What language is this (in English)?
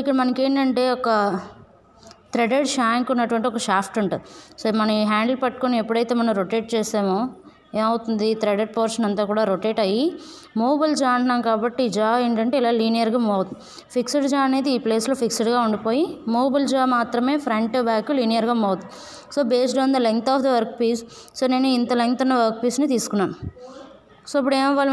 Telugu